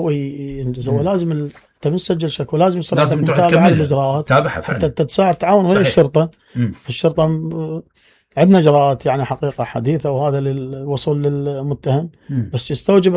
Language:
Mesopotamian Arabic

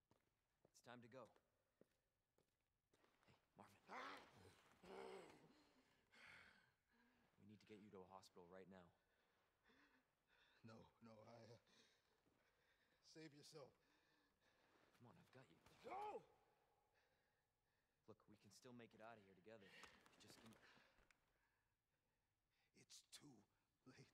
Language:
English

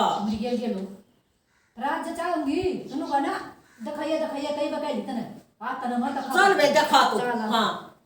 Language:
Haryanvi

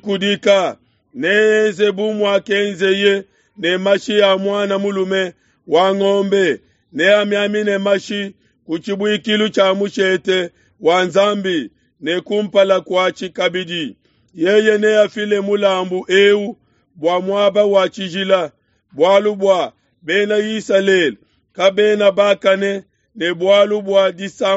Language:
Luba-Lulua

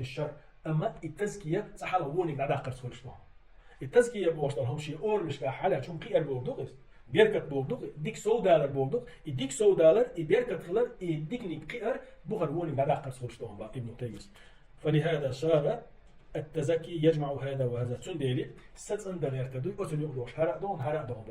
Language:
Chechen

